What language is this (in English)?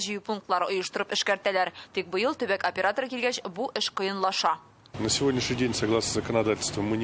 Tatar